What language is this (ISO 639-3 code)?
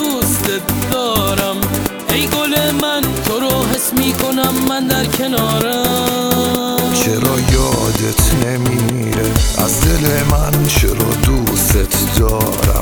fas